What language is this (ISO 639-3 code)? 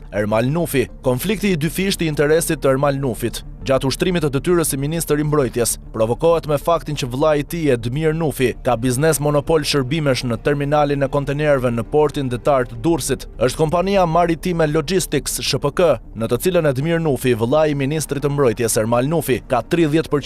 sqi